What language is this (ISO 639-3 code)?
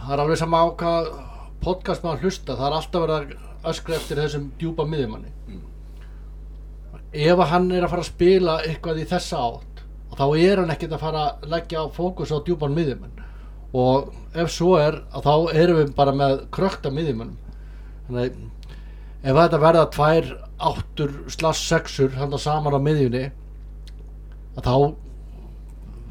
isl